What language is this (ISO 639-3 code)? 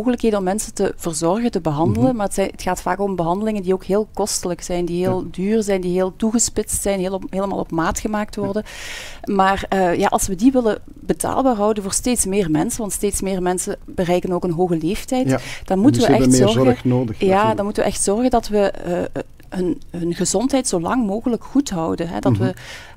nld